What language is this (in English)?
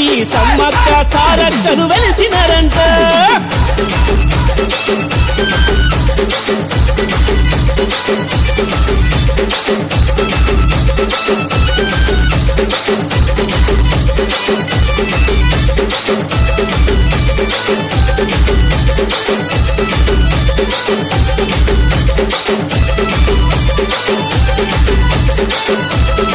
Telugu